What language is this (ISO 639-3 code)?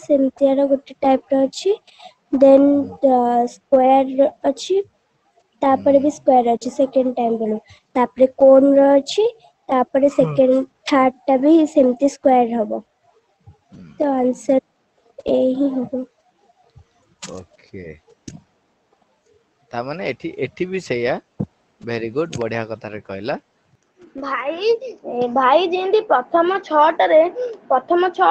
ori